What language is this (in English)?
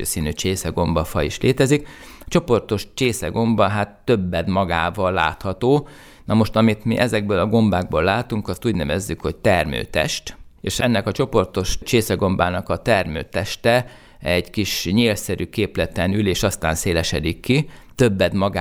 Hungarian